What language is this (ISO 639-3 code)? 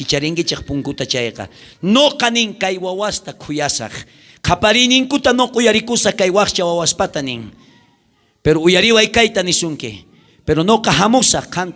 quh